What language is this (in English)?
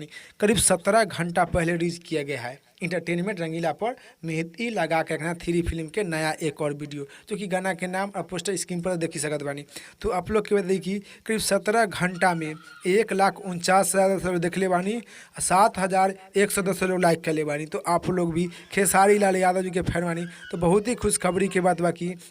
Bhojpuri